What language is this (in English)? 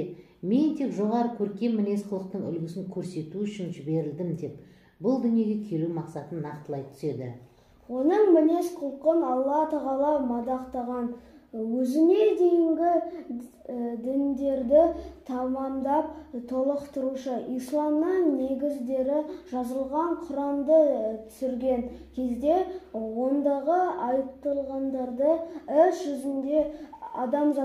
Kazakh